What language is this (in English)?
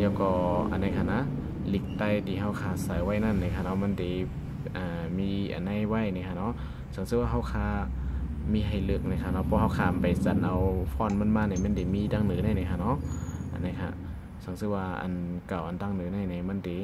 Shan